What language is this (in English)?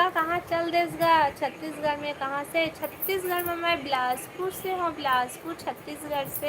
Chhattisgarhi